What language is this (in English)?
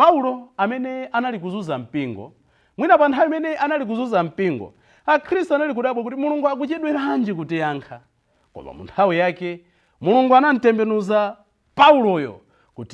Nyanja